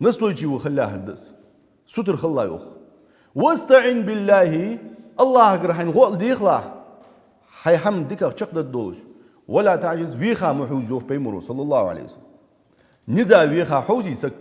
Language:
Ingush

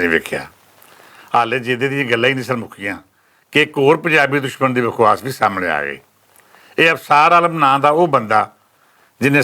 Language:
Western Panjabi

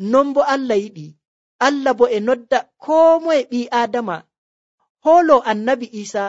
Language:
Nigerian Fulfulde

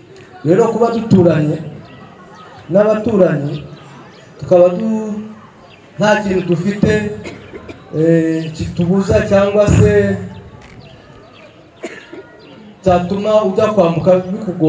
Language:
Kinyarwanda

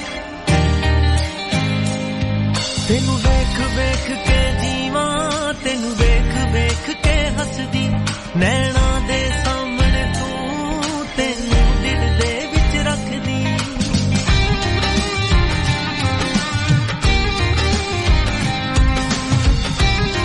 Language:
Punjabi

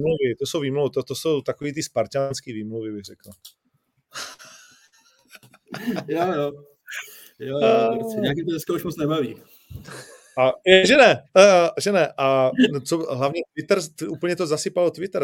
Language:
Czech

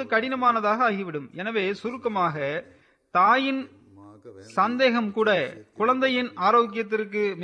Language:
Tamil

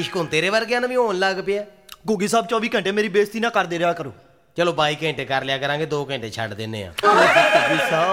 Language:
Punjabi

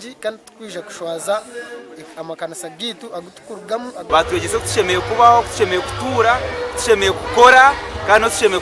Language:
Nyankole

